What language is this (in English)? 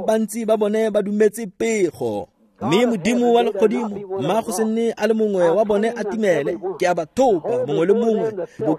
Tswana